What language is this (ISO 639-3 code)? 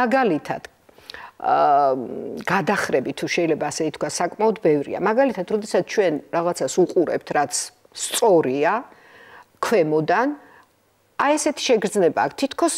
kat